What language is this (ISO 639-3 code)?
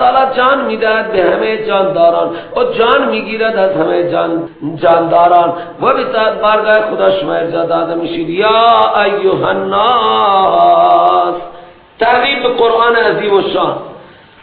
fas